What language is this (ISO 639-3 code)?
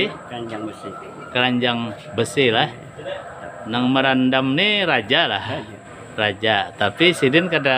bjn